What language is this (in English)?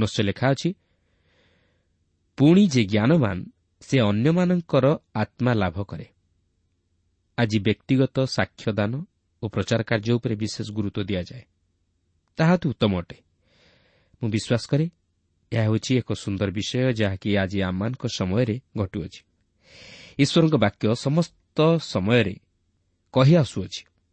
Odia